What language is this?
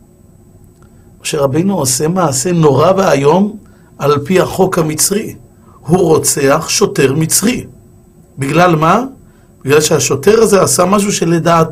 Hebrew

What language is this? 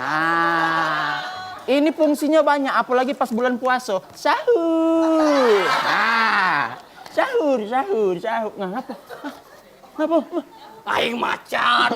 Musi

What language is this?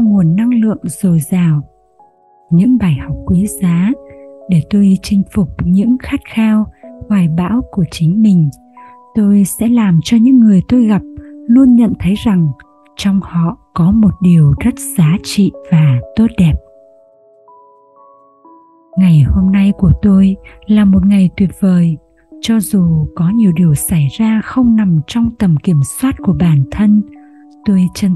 Vietnamese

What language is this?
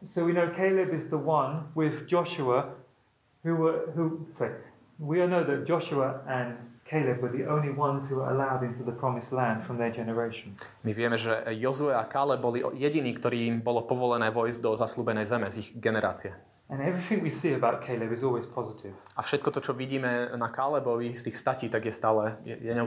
Slovak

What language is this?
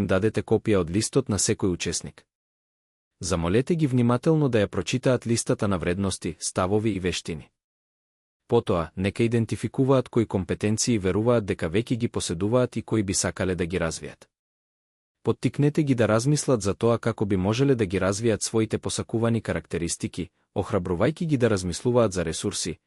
Macedonian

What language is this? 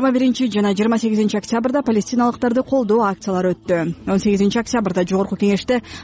Kyrgyz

